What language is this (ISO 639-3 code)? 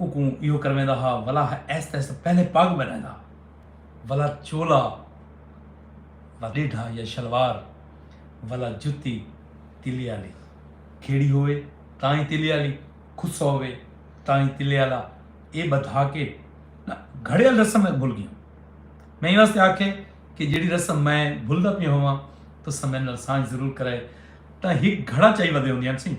skr